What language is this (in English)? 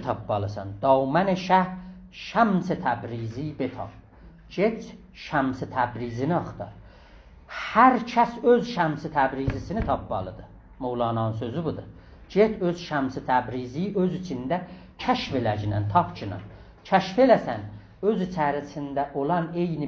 South Azerbaijani